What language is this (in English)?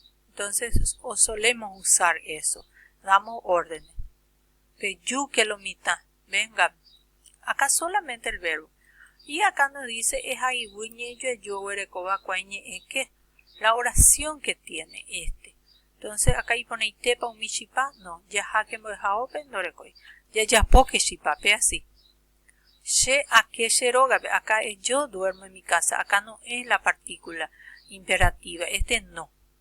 Guarani